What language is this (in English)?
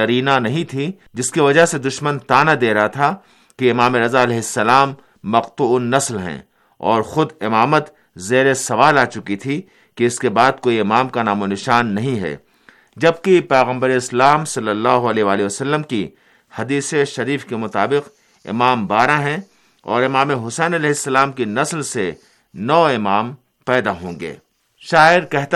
Urdu